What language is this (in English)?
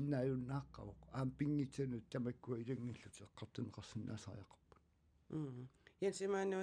Kalaallisut